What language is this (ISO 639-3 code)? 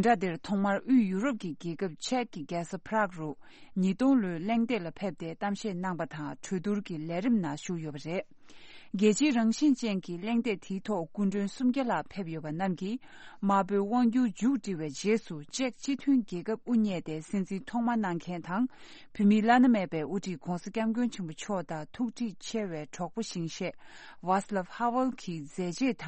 bod